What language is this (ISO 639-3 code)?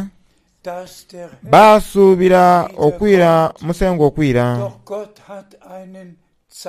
xog